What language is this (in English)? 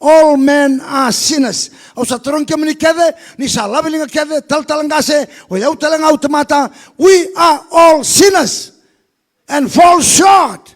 Fijian